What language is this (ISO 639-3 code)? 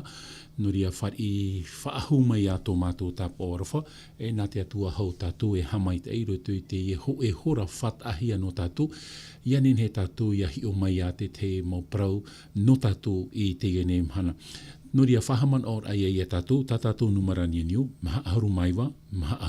tah